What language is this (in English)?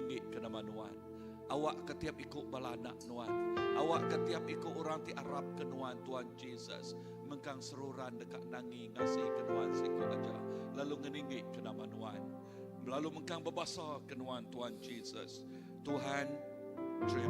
Iban